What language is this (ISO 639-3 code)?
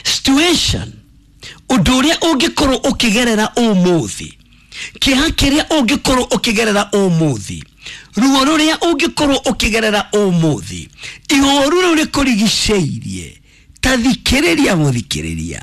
kik